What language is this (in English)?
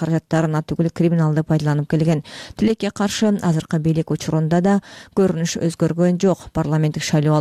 Kyrgyz